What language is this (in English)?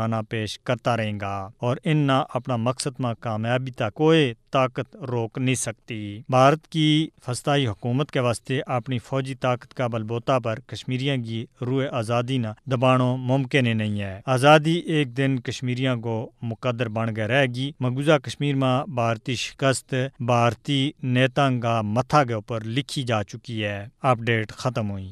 Gujari